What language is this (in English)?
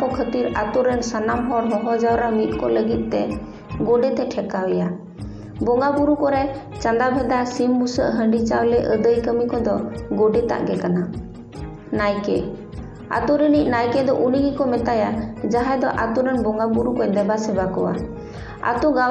Santali